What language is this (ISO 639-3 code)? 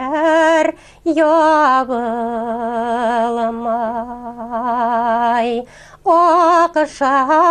bak